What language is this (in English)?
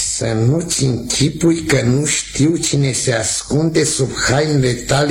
Romanian